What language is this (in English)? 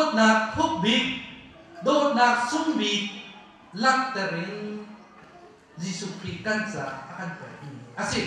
Hakha Chin